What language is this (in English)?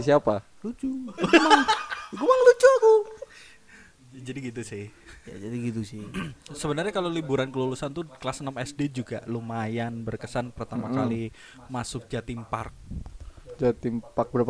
Indonesian